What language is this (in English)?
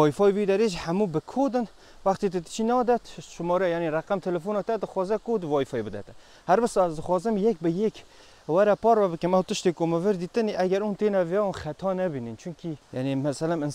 Kurdish